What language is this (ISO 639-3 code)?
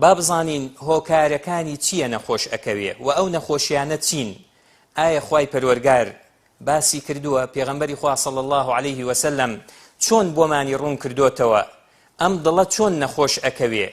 ckb